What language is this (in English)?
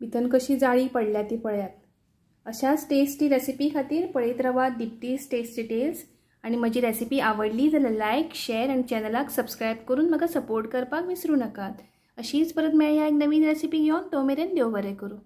Konkani